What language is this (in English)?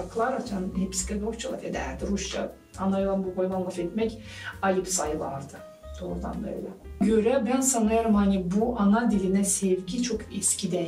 Gagauz